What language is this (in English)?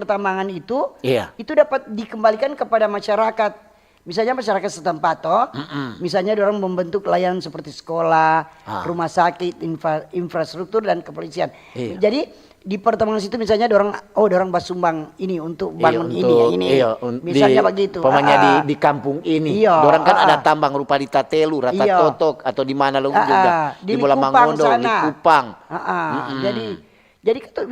Manado Malay